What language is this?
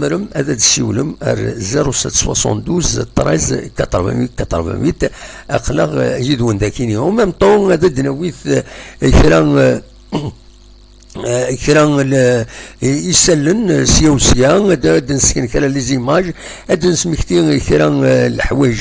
Kabyle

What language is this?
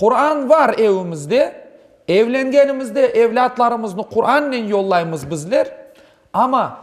Crimean Tatar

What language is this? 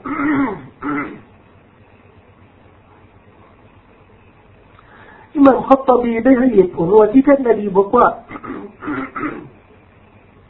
Thai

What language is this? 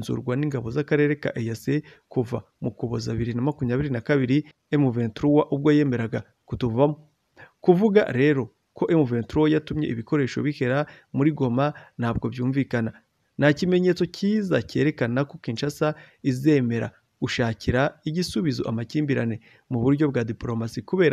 Kinyarwanda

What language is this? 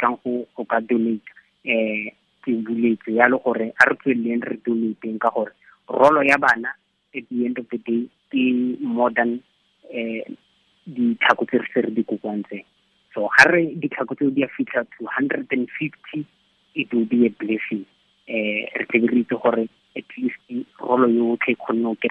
Tswana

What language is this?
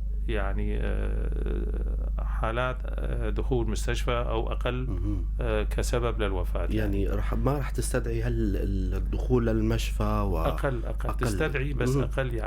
North Levantine Arabic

